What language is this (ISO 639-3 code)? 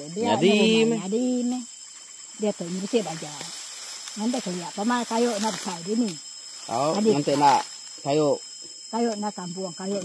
iba